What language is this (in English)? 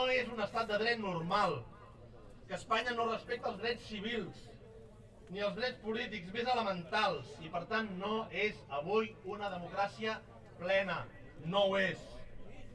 Catalan